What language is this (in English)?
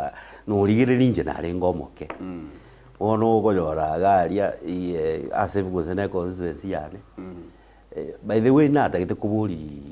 Gusii